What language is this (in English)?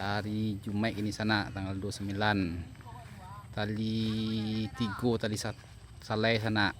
Minangkabau